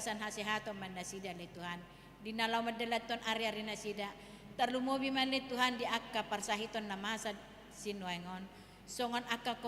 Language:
Batak Toba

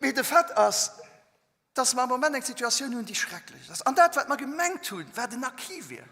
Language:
Luxembourgish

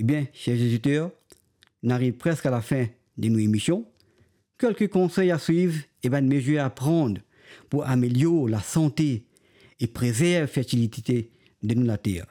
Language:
Morisyen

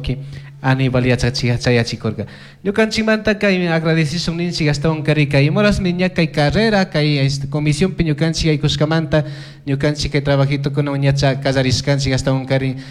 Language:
Chimborazo Highland Quichua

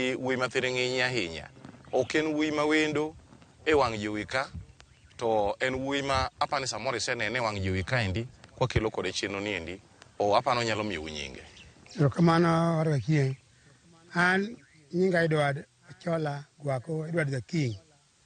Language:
Luo (Kenya and Tanzania)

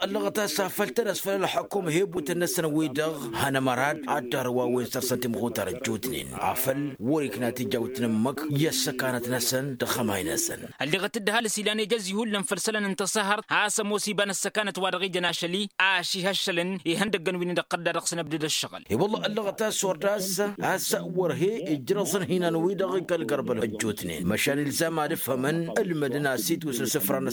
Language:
Tamasheq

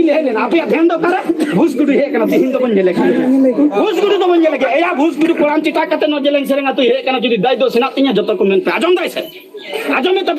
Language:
Santali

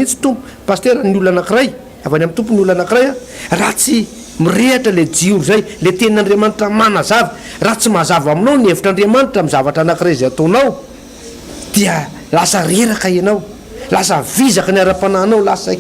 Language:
Malagasy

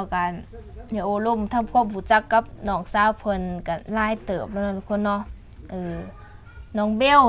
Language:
Lao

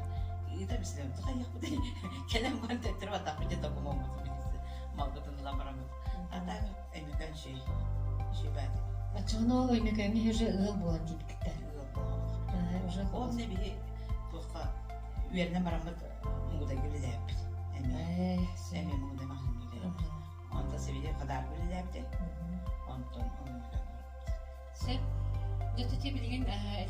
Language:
Yakut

